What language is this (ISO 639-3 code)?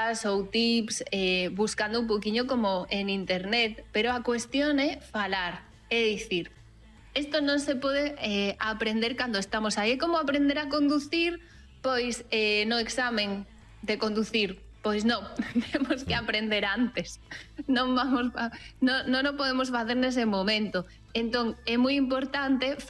glg